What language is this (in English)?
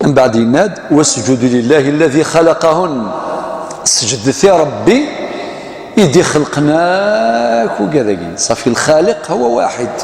Kabyle